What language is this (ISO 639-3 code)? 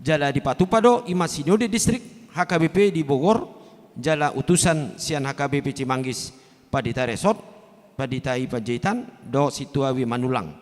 bbc